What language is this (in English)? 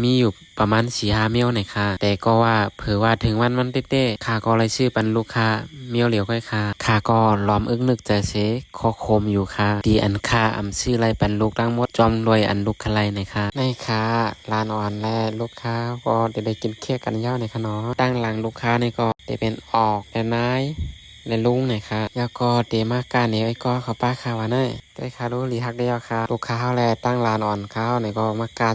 Shan